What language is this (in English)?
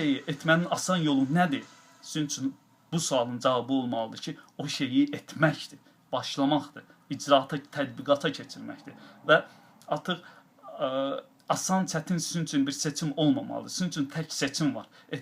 Azerbaijani